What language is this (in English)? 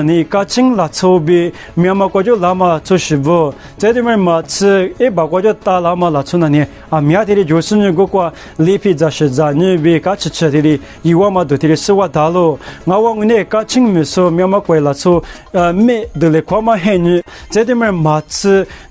Lisu